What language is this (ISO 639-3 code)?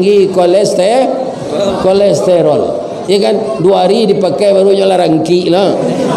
min